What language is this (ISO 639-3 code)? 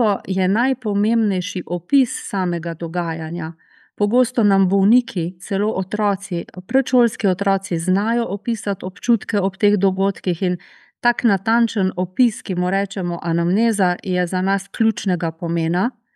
slv